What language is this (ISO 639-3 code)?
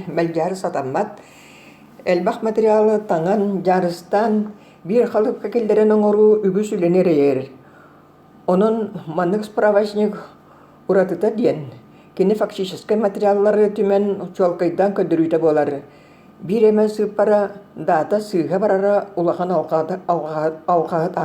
sah